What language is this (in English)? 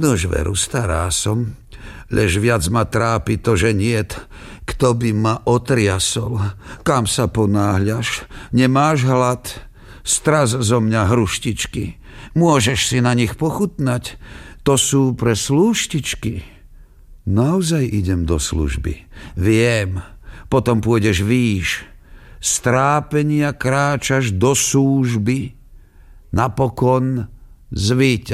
Slovak